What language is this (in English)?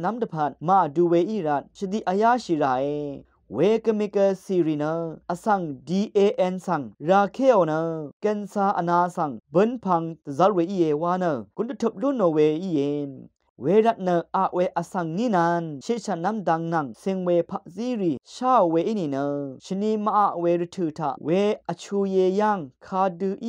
Rawang